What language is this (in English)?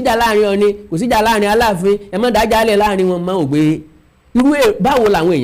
Yoruba